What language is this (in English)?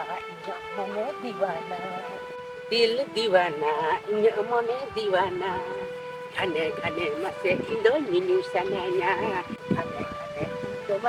Santali